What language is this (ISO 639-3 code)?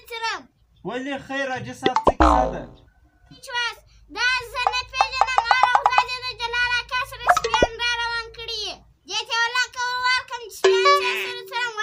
pus